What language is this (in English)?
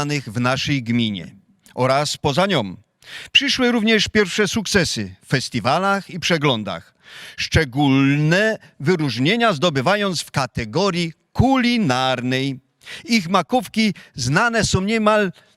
Silesian